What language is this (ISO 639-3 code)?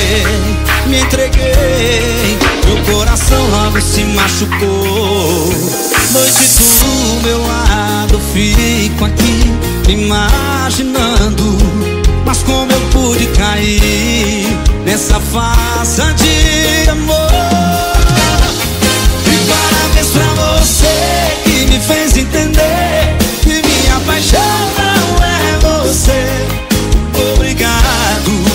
por